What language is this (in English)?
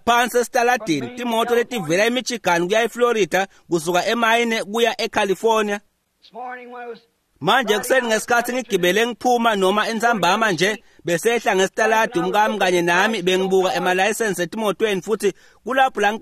Swati